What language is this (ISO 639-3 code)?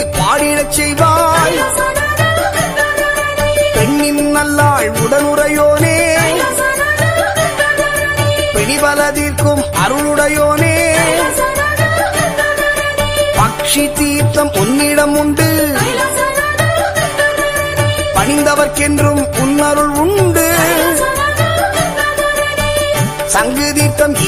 tam